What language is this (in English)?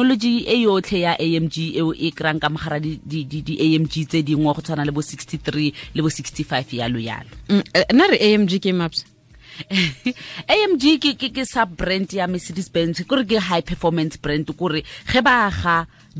Tswana